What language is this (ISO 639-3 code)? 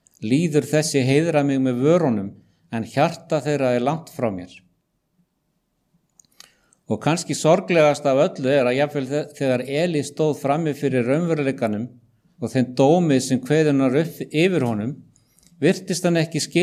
isl